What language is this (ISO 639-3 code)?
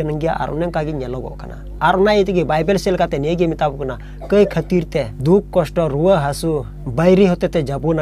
sat